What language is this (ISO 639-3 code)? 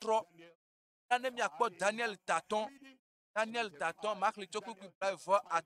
ewe